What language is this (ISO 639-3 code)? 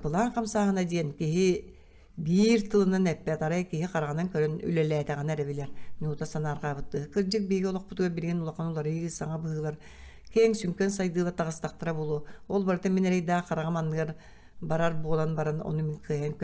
sah